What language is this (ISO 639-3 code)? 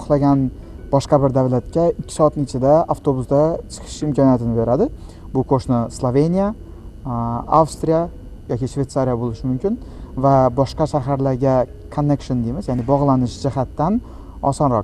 uzb